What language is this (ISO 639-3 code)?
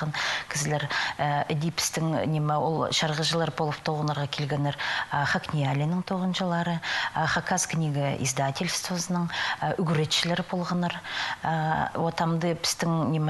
kjh